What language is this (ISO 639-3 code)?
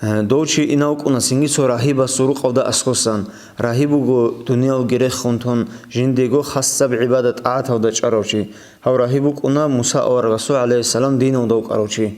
ava